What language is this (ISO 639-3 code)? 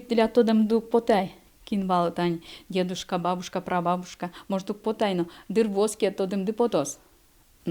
udm